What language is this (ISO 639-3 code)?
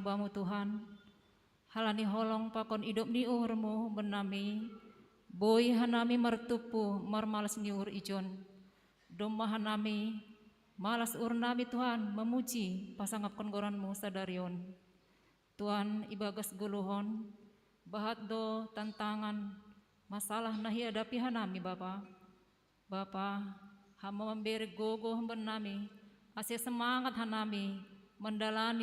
bts